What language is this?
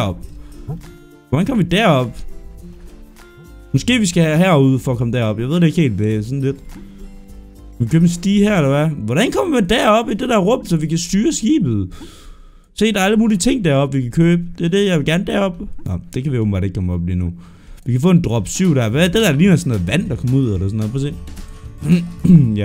Danish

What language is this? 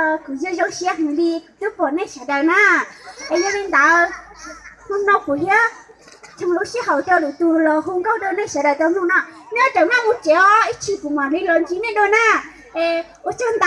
Hmong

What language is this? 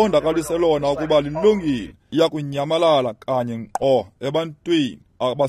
Xhosa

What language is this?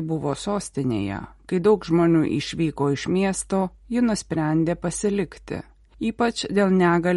Lithuanian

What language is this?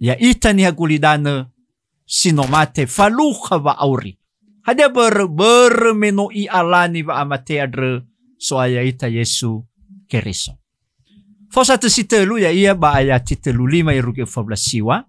Nias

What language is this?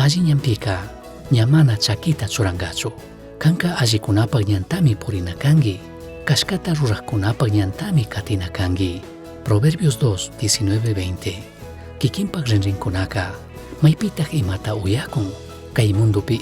Chimborazo Highland Quichua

